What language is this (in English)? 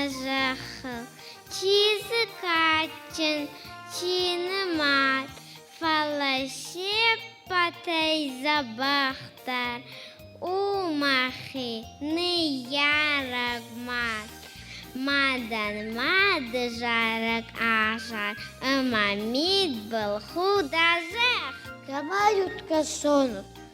Ossetic